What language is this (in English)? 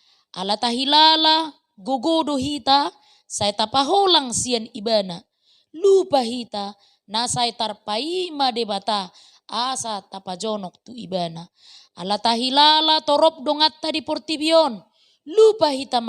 Batak Toba